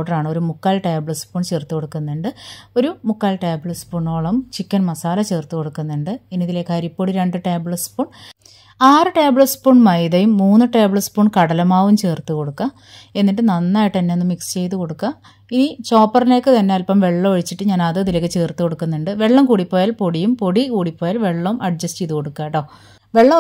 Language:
Malayalam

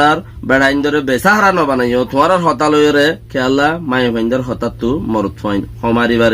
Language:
Rohingya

